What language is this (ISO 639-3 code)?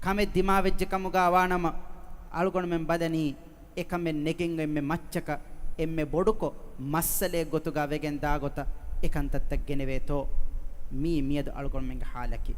div